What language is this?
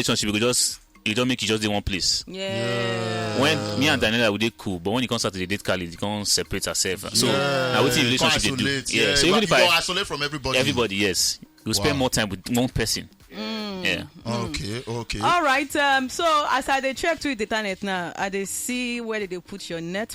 Nigerian Pidgin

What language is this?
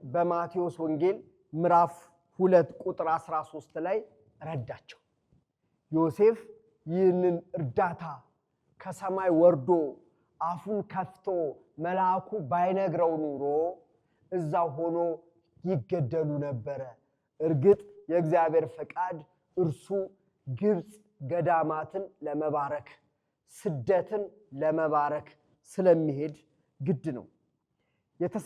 Amharic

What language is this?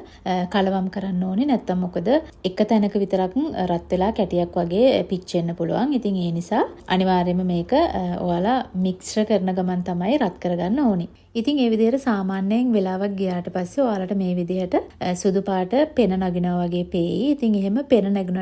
Sinhala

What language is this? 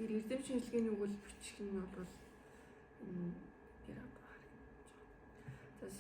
Mongolian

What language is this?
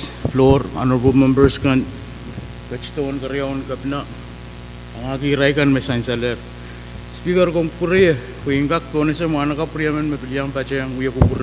Pohnpeian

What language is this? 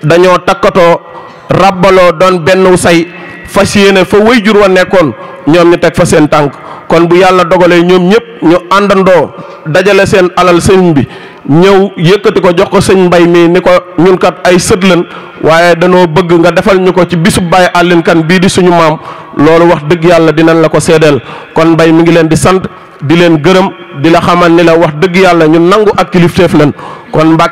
Wolof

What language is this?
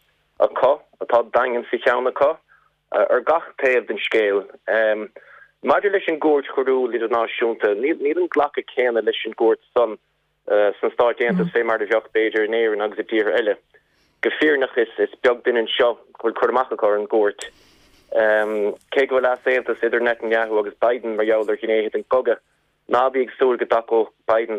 Irish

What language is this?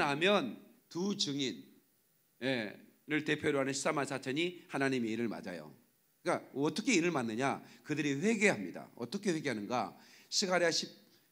Korean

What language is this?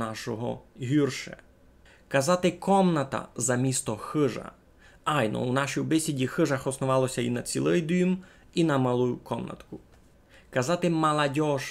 Rusyn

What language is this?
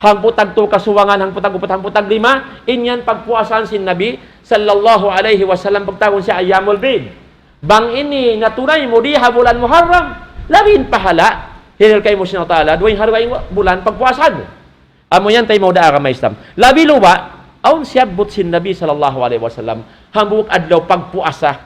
Tausug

